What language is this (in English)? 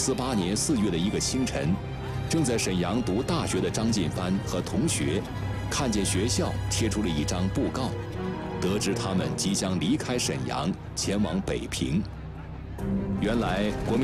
Chinese